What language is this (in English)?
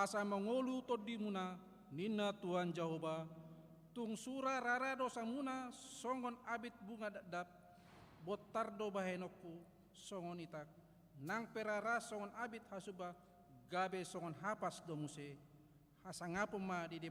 Batak Toba